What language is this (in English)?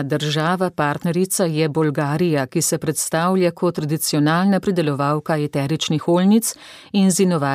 Slovenian